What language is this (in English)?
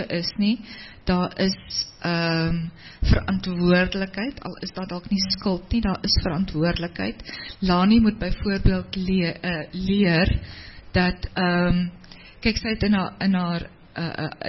Afrikaans